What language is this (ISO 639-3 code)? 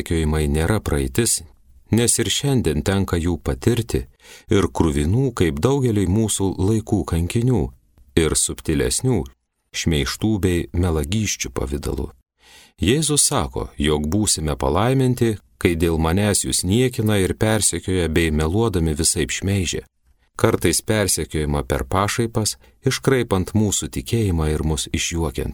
lit